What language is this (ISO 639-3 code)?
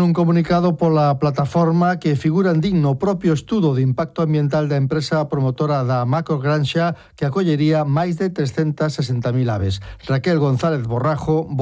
glg